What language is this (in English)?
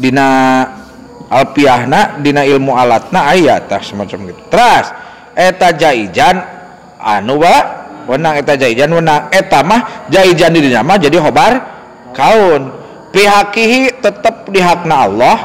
Sundanese